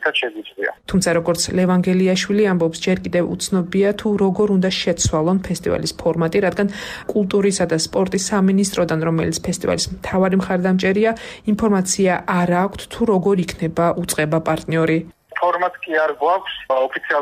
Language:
Georgian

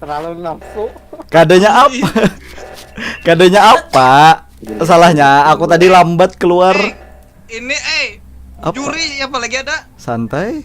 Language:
Banjar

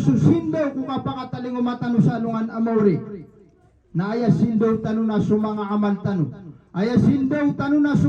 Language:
Maranao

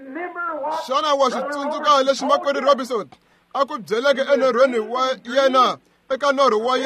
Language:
Tsonga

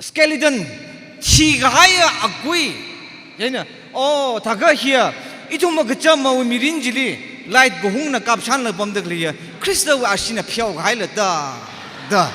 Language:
Tangkhul Naga (India)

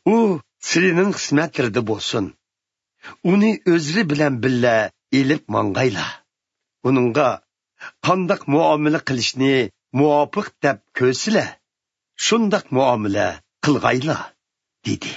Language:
Uyghur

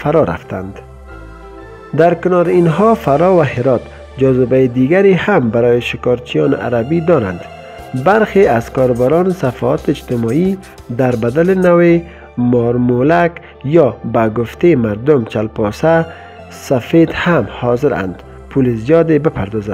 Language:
Persian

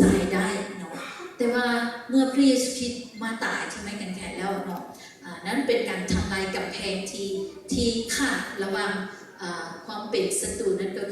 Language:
Lao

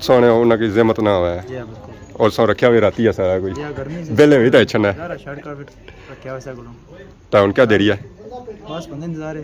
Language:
Pahari-Potwari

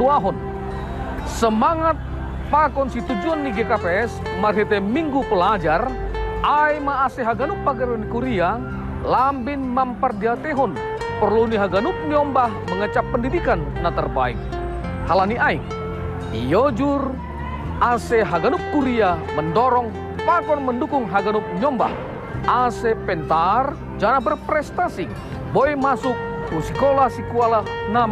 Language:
Batak Simalungun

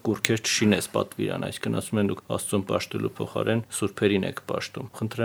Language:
Armenian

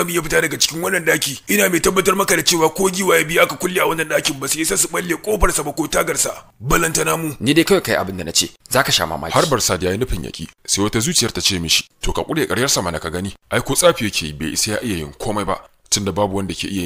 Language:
Hausa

